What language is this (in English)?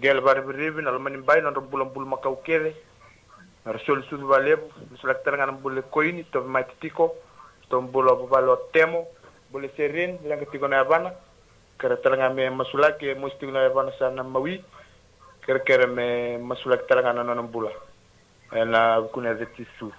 Fijian